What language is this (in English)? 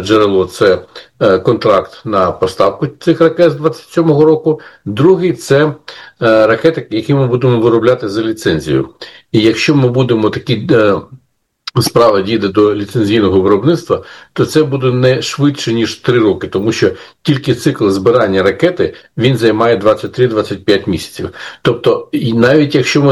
Ukrainian